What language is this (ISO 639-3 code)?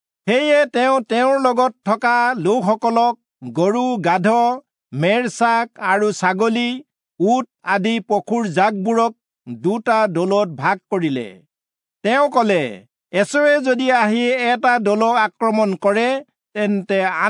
asm